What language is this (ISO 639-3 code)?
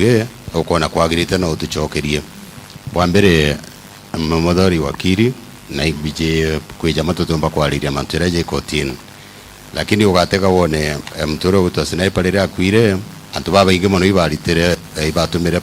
mer